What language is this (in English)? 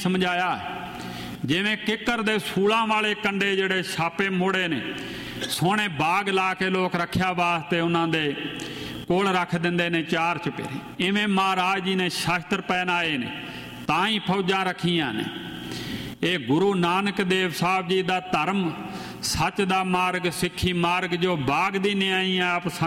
Punjabi